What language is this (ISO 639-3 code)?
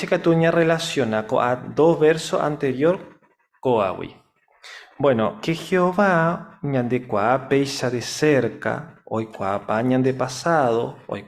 grn